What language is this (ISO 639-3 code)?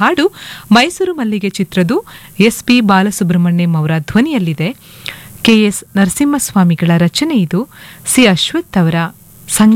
kan